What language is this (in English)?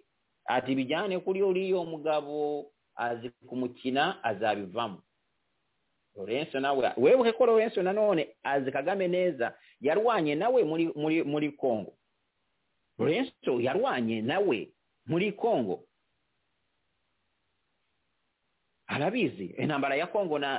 Kinyarwanda